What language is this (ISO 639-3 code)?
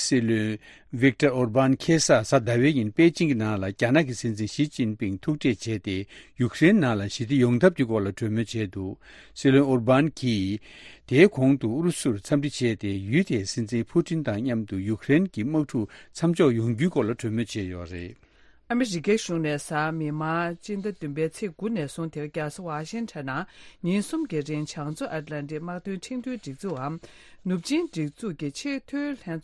bod